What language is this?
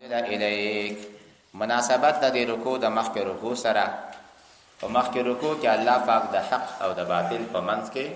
Pashto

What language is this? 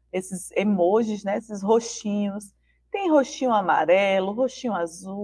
Portuguese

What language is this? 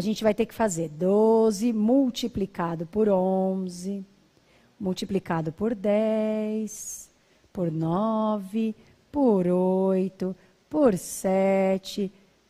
Portuguese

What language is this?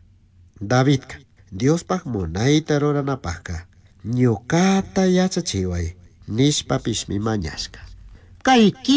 Chimborazo Highland Quichua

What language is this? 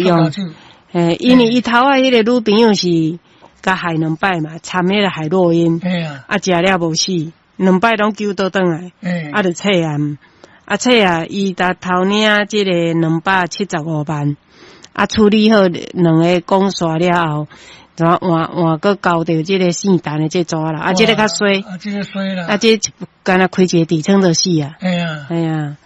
Min Nan Chinese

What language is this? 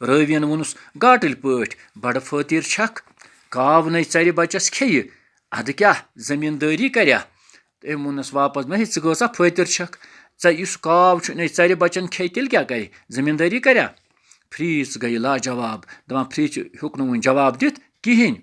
Kashmiri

